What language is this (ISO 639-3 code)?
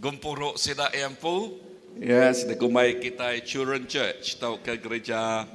iba